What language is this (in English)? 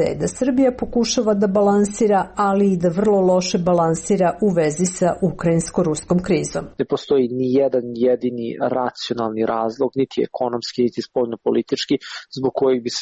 Serbian